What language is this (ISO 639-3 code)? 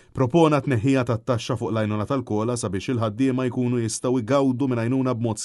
mlt